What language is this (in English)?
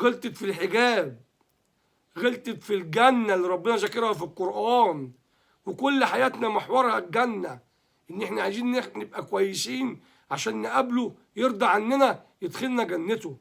Egyptian Arabic